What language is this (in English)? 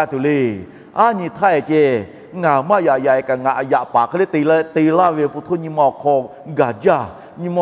Lahu